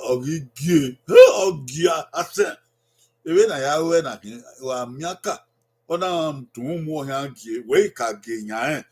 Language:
Bini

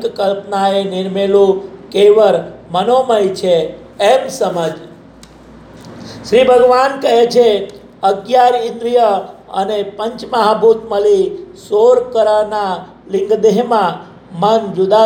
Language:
Gujarati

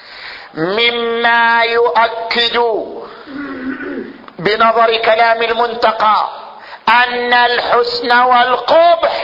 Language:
Arabic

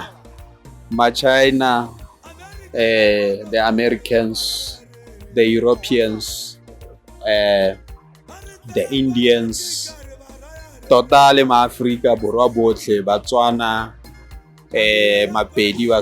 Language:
Tswana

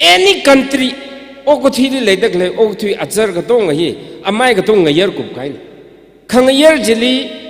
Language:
Tangkhul Naga (India)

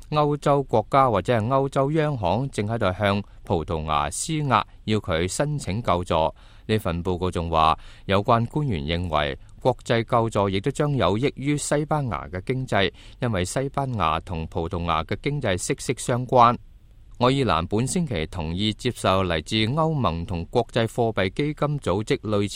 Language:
Cantonese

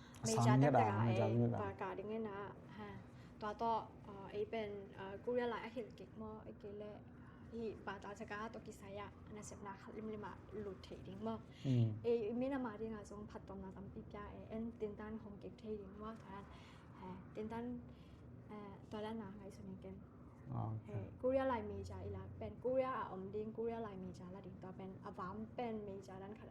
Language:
Tedim Chin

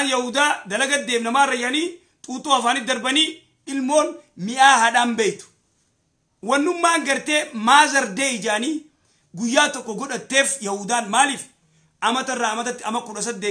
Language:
Oromo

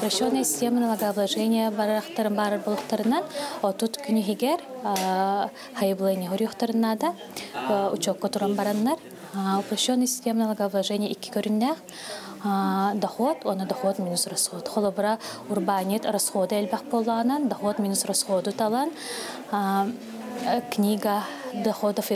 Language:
Yakut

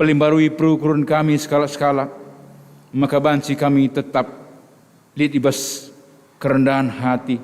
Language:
Batak Karo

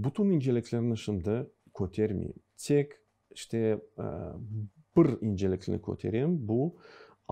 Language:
Crimean Tatar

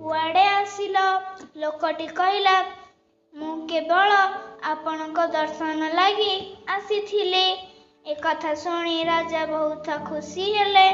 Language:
Odia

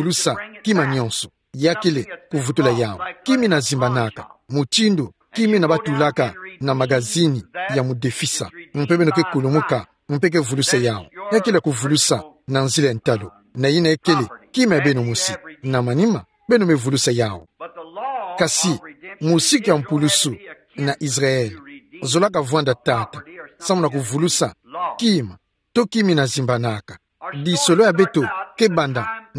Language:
Kituba (Democratic Republic of Congo)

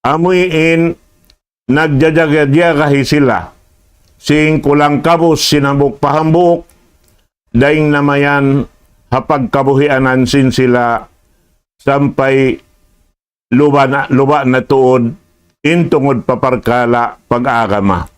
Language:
Tausug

